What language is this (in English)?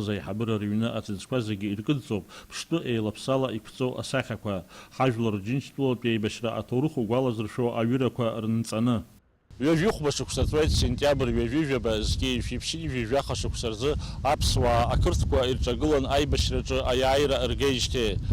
Abkhazian